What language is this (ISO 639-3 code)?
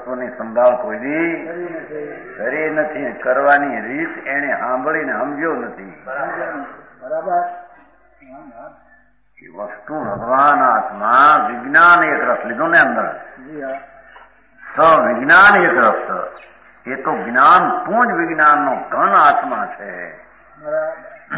guj